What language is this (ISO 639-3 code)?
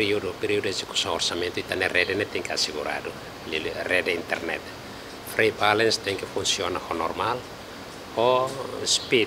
tet